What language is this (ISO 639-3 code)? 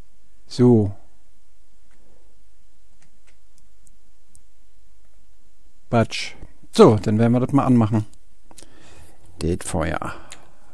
deu